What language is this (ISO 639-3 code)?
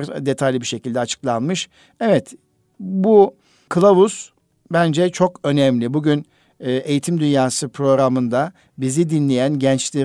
tur